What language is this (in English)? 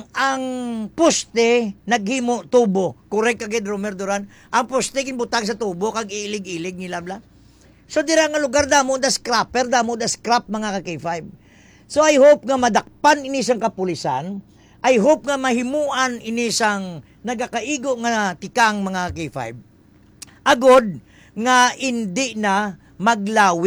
Hiligaynon